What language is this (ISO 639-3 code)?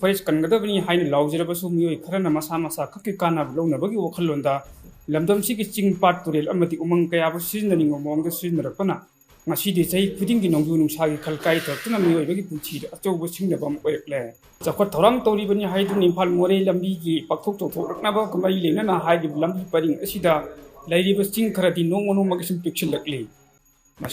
mni